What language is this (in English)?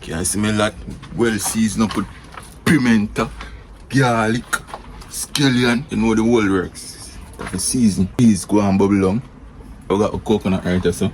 Jamaican Creole English